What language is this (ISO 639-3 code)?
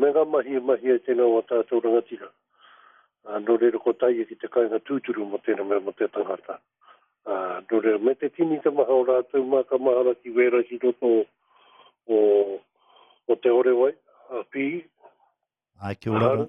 mri